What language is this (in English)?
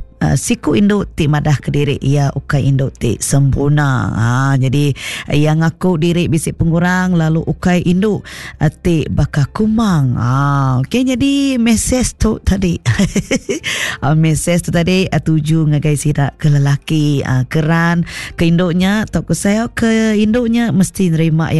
Iban